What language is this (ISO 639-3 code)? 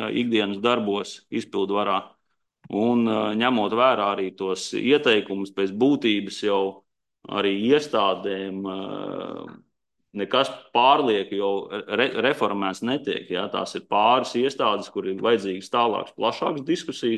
lav